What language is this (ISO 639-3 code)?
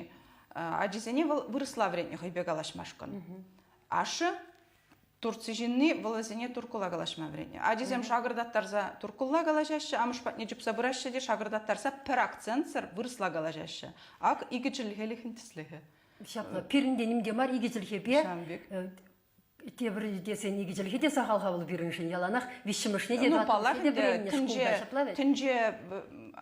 chv